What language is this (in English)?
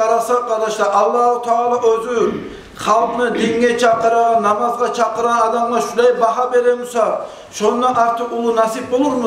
Kumyk